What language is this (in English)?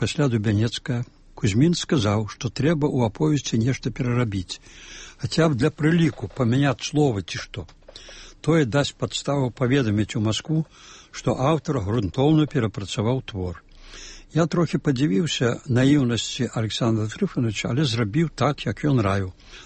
Belarusian